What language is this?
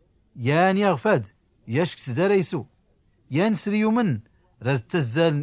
Tachelhit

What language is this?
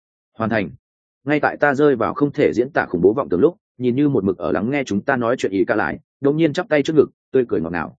Vietnamese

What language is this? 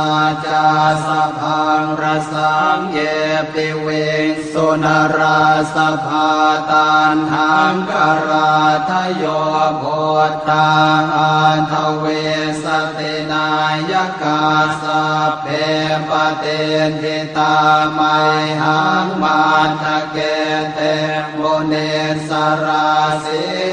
Pali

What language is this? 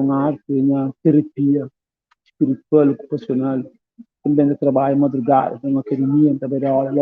Kabuverdianu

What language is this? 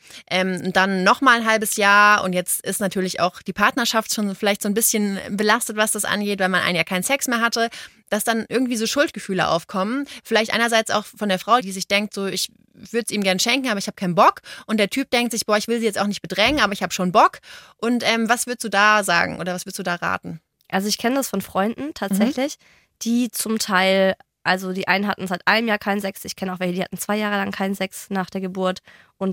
German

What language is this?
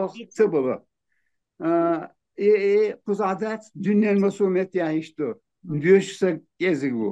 Chechen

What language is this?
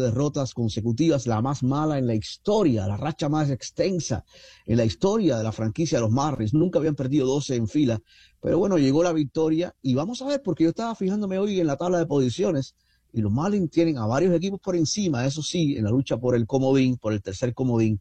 Spanish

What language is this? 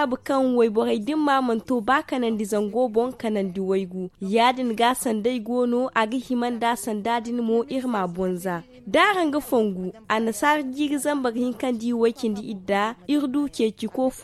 Zarma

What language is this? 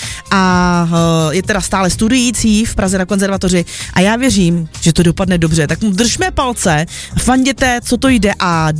Czech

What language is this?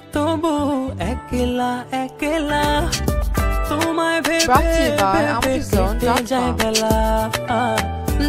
Bangla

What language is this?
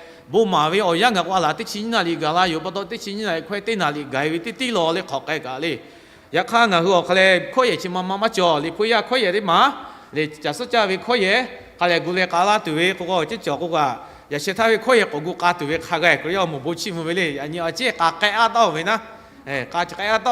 Lahu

